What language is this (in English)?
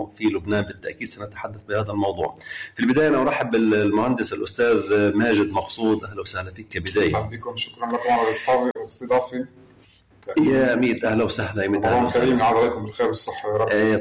North Levantine Arabic